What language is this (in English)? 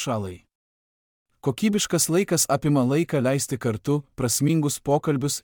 Lithuanian